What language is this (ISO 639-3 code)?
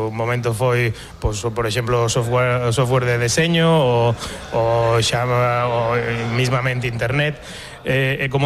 glg